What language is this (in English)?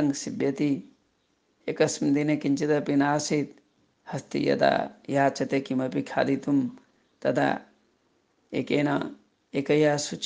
Sanskrit